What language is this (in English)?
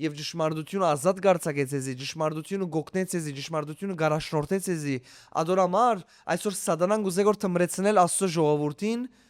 Western Armenian